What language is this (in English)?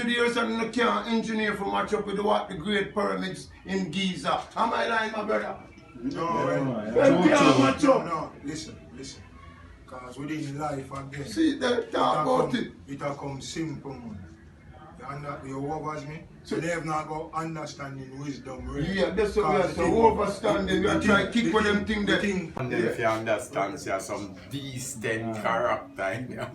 Jamaican Creole English